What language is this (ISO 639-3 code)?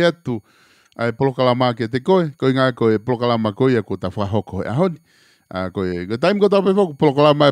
ton